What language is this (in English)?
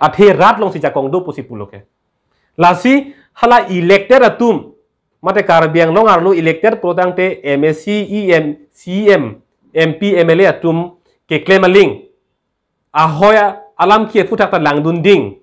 Karbi